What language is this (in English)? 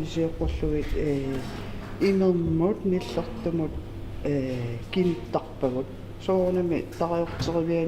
Kalaallisut